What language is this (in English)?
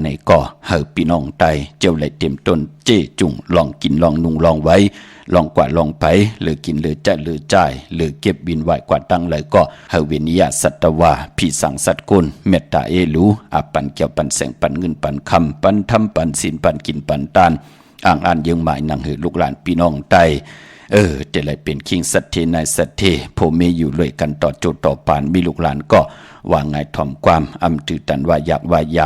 Shan